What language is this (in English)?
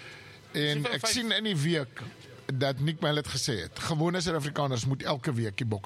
Afrikaans